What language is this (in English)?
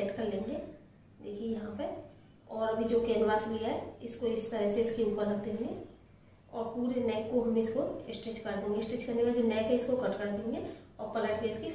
Hindi